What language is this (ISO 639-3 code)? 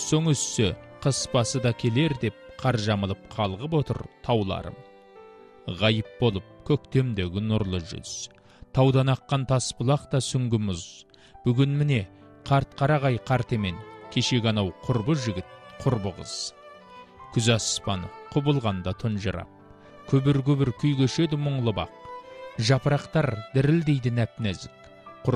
kaz